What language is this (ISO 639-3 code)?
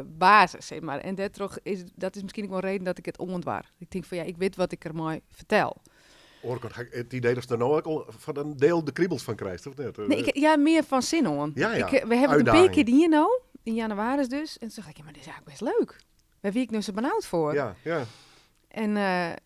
fry